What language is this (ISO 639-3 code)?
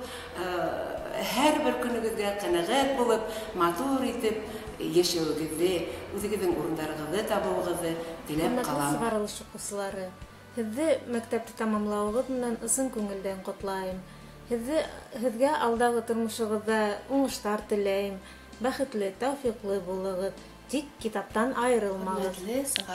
bak